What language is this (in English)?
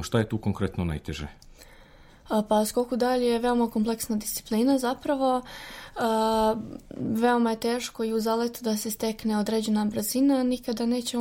Serbian